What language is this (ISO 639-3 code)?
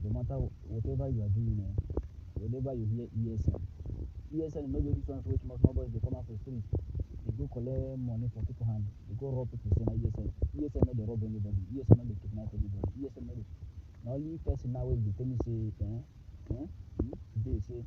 pcm